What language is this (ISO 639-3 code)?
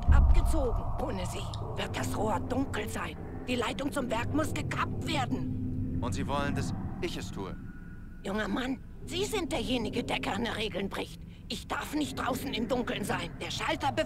bar